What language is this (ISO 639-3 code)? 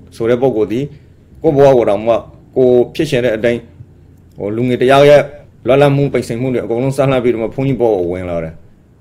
mya